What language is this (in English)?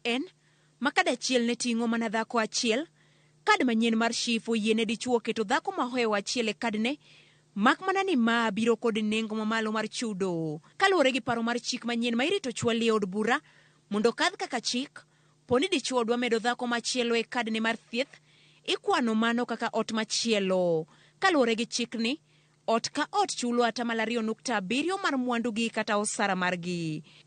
Luo (Kenya and Tanzania)